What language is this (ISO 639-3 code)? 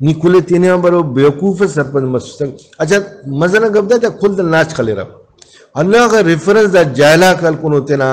brh